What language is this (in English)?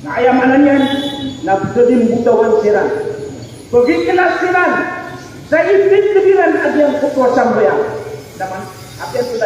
Maranao